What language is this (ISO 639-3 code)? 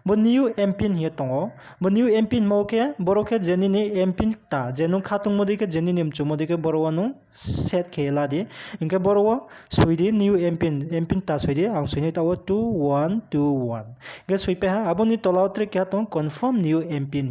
ria